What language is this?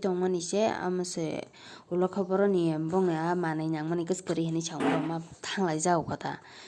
Kok Borok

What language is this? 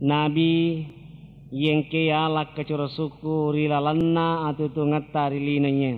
Buginese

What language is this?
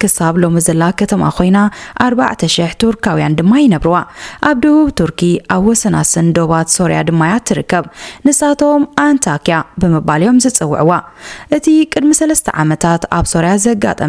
Tigrinya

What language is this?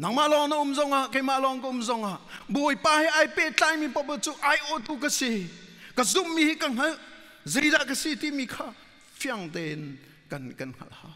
Hakha Chin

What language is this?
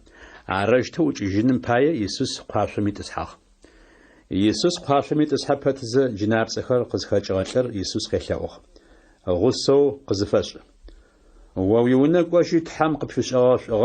Adyghe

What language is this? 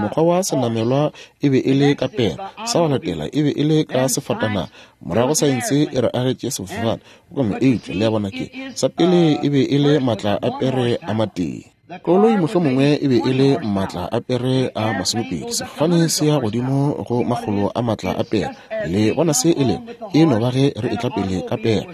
Northern Sotho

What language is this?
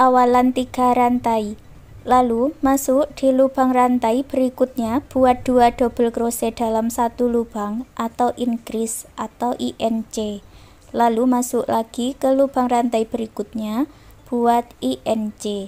Indonesian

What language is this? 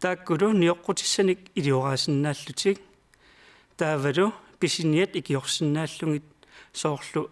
Kalaallisut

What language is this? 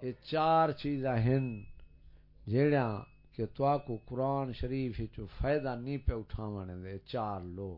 Saraiki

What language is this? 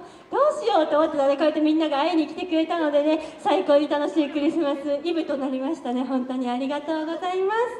Japanese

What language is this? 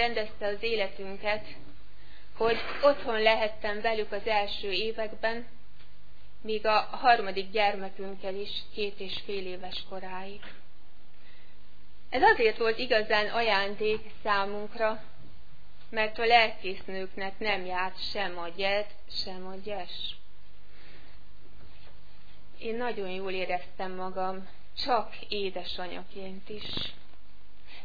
Hungarian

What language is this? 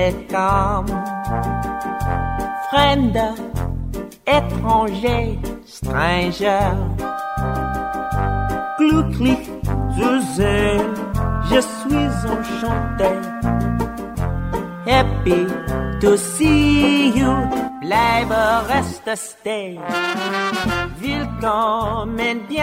Estonian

